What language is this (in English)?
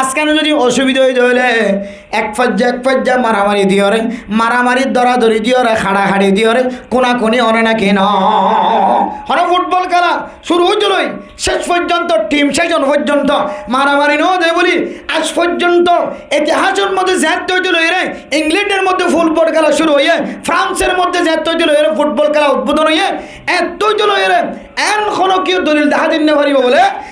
Rohingya